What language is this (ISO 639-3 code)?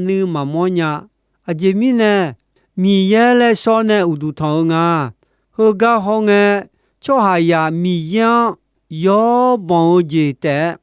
ahk